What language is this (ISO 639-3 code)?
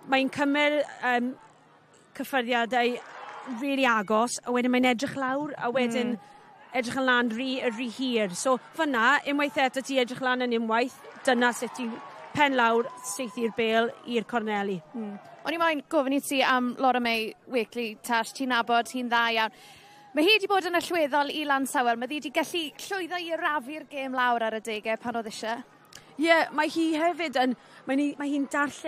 cym